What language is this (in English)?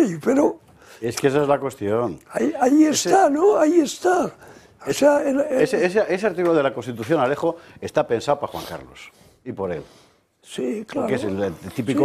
Spanish